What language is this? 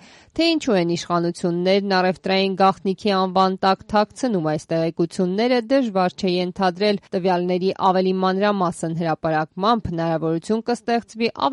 Armenian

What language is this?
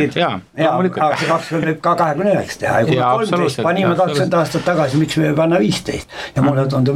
Estonian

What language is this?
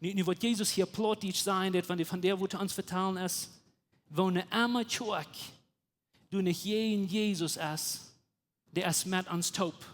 Plautdietsch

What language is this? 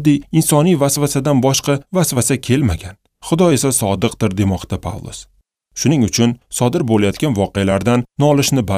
Uzbek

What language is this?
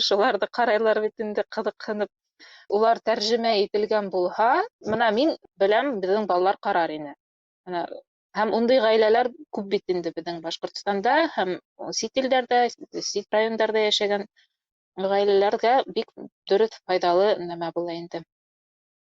Bashkir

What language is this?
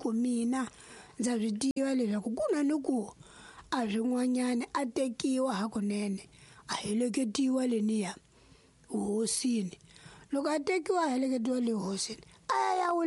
Tsonga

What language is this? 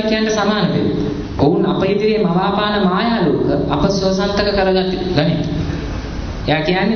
Sinhala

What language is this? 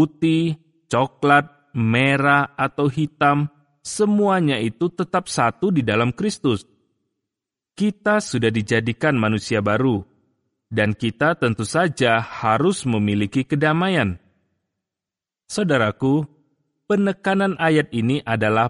Indonesian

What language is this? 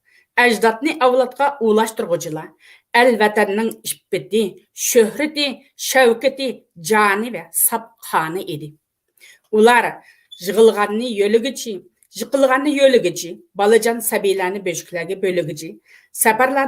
Uyghur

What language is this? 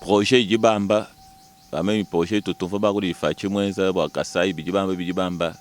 Luba-Lulua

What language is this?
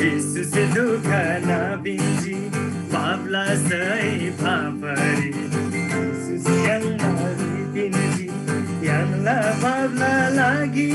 Eastern Tamang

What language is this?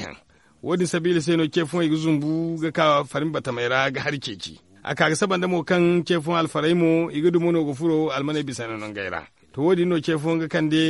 Zarma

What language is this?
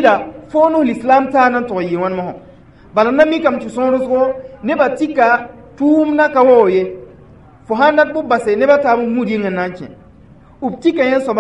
Mossi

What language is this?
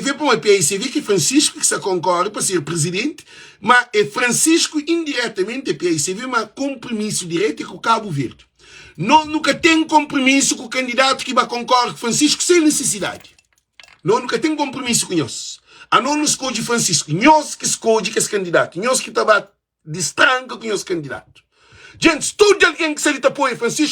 Kabuverdianu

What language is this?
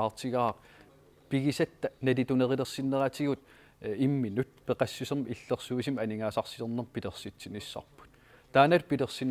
Kalaallisut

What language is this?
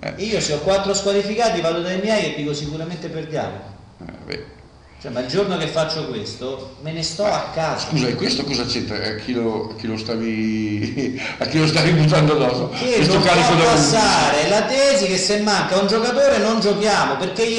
Italian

